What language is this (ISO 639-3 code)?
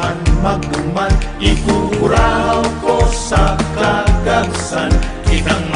bik